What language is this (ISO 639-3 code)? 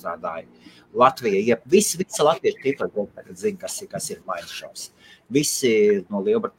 lav